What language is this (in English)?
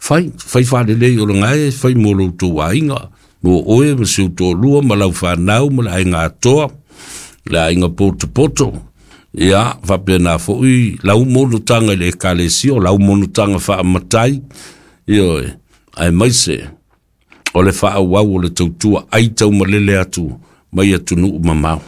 Samoan